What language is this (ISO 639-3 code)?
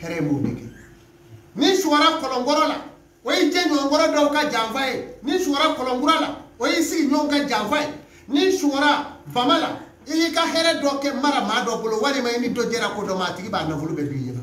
bam